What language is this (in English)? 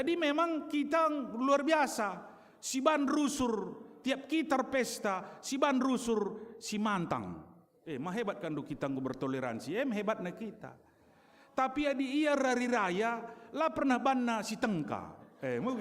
Batak Karo